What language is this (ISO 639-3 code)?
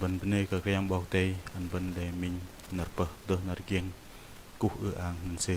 bdq